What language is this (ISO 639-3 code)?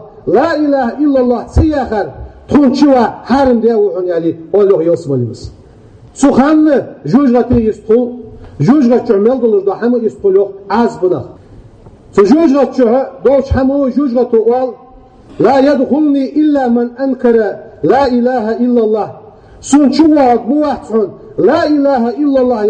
inh